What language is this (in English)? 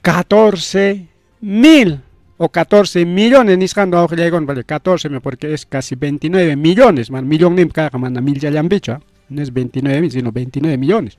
Ayacucho Quechua